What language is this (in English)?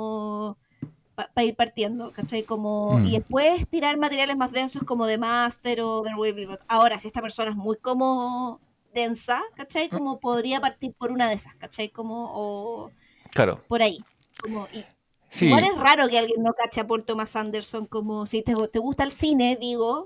Spanish